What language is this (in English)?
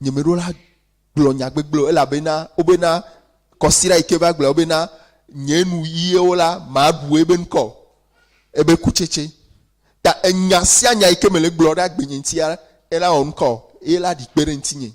Ewe